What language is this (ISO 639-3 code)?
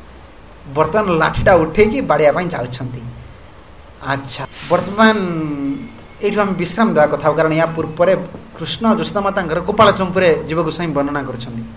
ori